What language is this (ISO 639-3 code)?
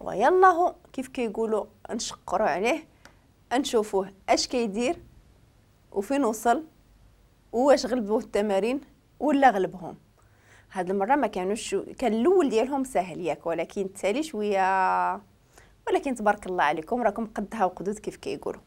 ary